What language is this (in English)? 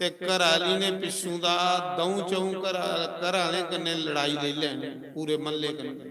Dogri